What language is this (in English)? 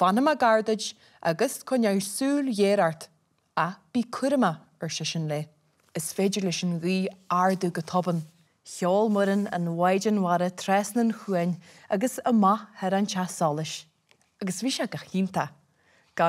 Irish